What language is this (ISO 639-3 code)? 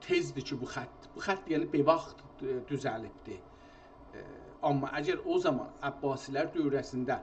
azb